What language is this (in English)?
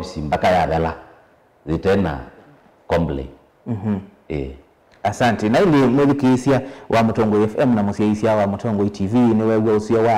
Kamba